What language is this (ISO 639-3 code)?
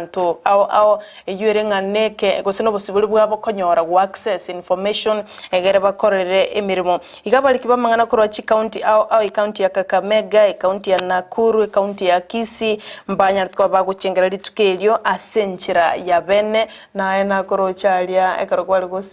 guz